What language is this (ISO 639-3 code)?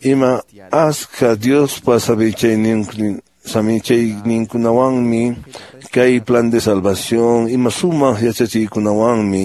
que